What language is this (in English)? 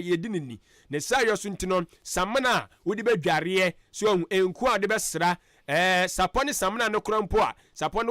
Akan